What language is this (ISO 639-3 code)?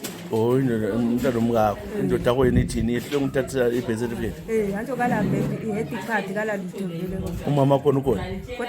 nde